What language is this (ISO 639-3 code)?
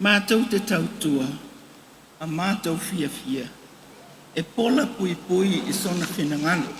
smo